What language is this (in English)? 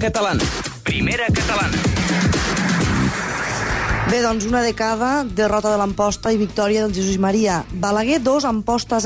Catalan